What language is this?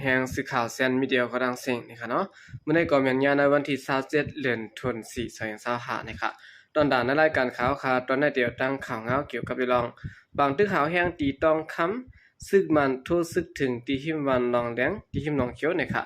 Shan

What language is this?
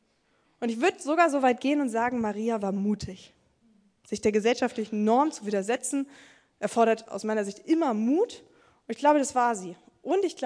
German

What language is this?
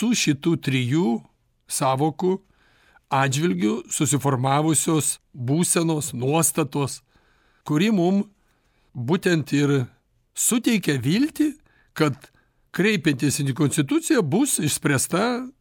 Lithuanian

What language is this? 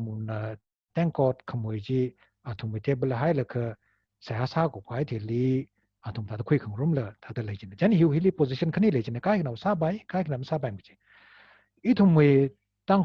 Tangkhul Naga (India)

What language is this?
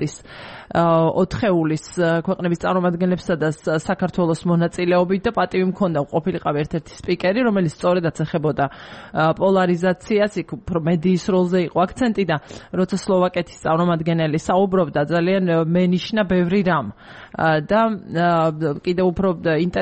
Georgian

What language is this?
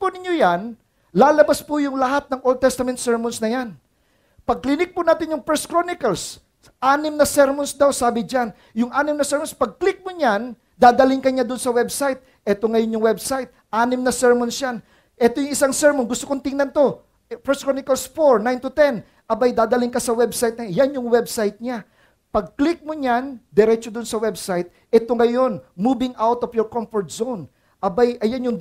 Filipino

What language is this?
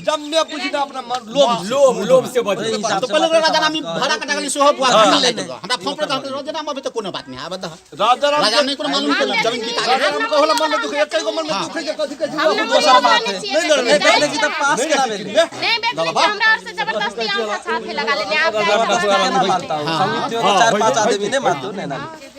Maithili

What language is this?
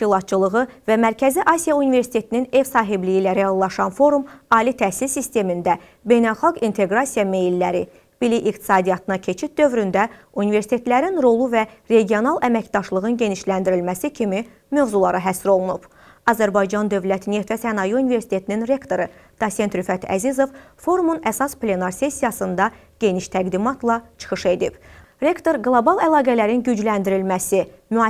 Azerbaijani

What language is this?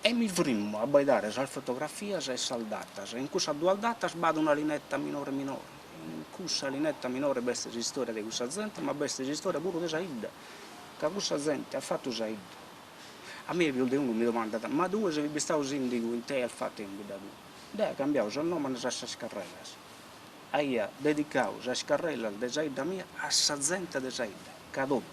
Sardinian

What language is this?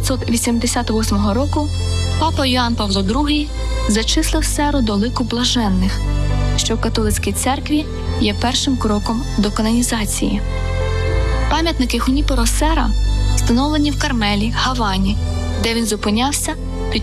Ukrainian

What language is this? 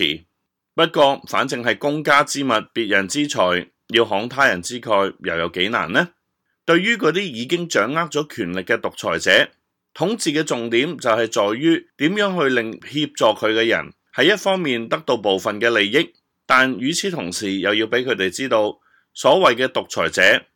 Cantonese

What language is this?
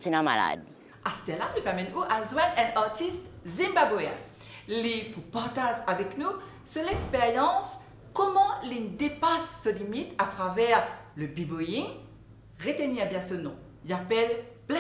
Morisyen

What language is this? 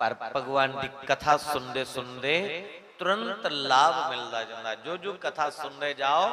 Dogri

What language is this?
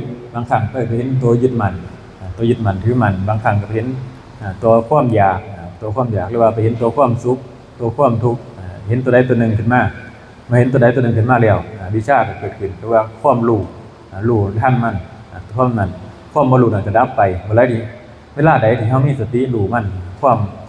Northeastern Thai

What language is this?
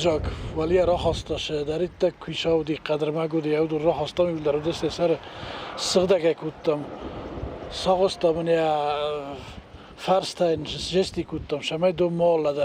Ossetic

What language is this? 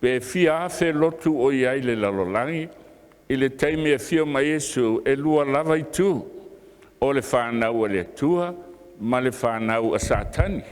Samoan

